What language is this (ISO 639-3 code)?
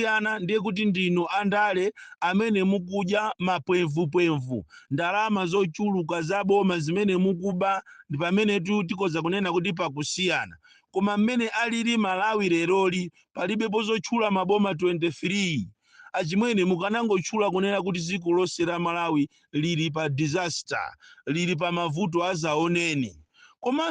nya